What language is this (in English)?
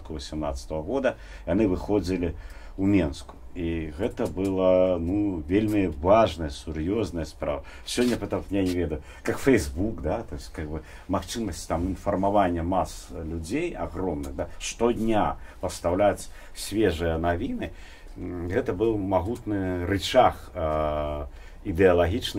Belarusian